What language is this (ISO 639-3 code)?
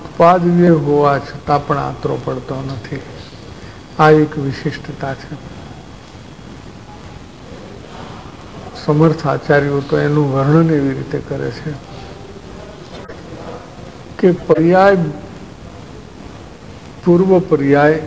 guj